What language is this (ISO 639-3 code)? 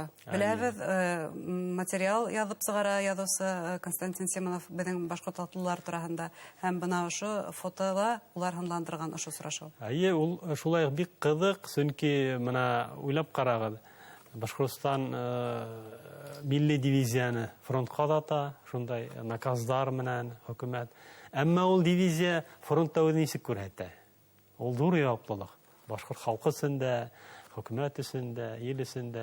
bak